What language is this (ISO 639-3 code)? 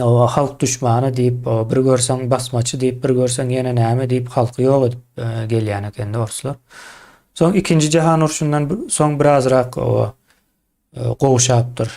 tuk